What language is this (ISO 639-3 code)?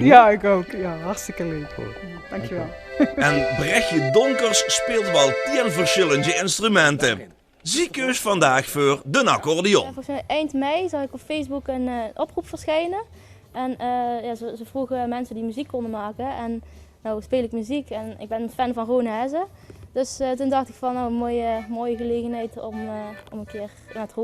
lim